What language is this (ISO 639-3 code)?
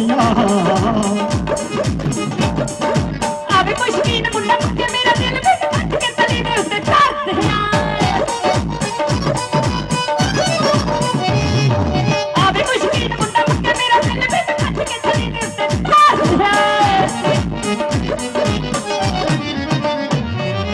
pan